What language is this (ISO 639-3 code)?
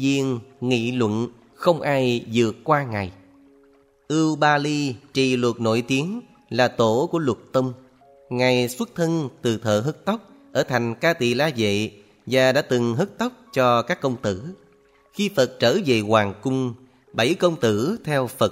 vie